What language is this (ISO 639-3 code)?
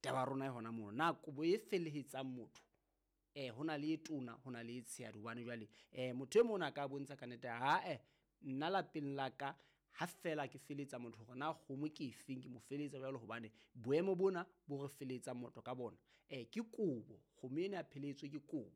sot